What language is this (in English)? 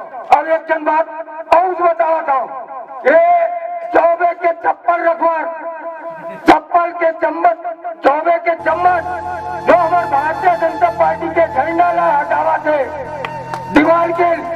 Chhattisgarhi